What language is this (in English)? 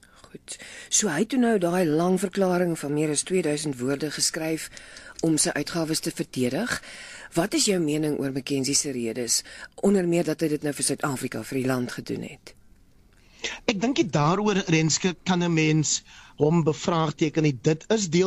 Afrikaans